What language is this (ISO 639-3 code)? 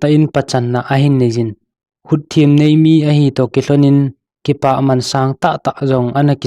tcz